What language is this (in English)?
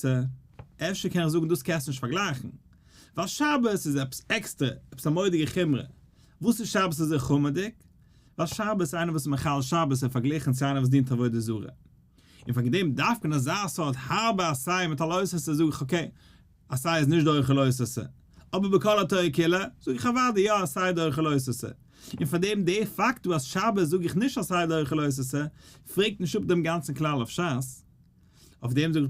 Yiddish